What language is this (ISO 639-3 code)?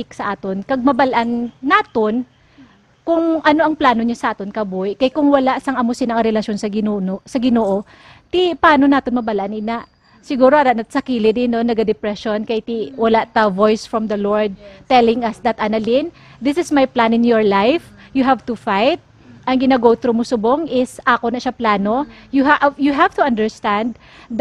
hil